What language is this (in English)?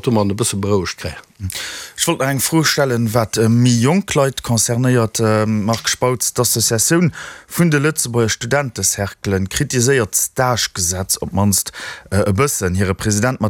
Luxembourgish